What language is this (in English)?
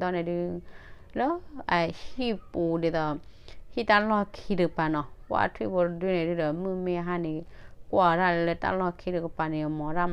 S'gaw Karen